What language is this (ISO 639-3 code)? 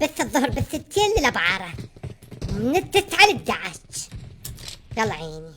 acm